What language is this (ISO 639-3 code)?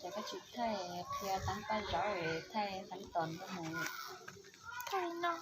hmn